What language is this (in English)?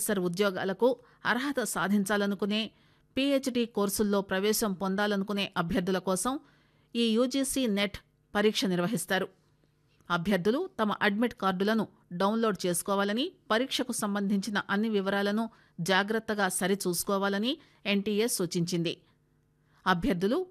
Telugu